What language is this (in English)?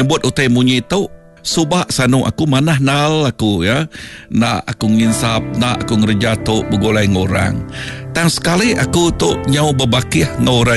Iban